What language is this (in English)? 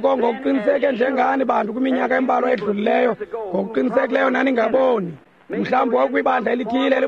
Xhosa